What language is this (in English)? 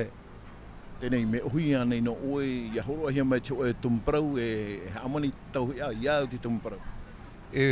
Tahitian